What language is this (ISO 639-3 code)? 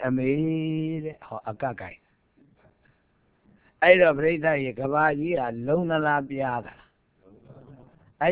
mya